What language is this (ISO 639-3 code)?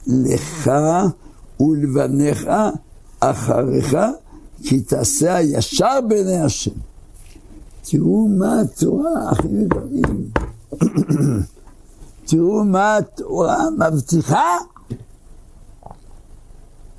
heb